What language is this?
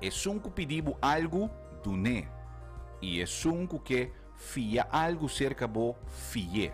Papiamento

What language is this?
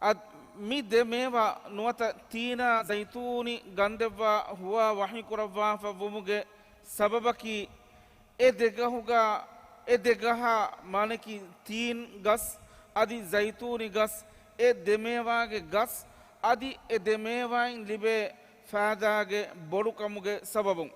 Divehi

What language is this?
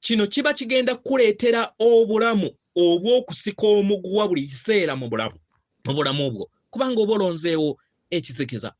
Ganda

